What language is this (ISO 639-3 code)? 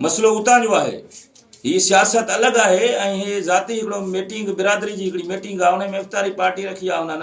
snd